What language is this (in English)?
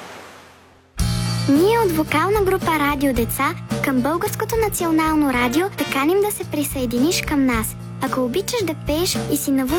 Bulgarian